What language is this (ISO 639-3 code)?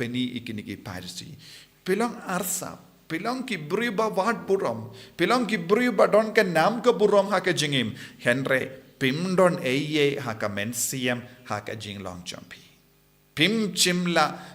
kha